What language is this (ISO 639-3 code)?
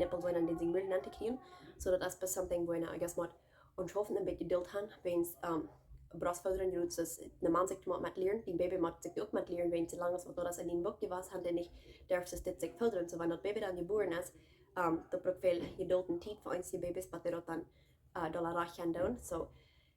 pdt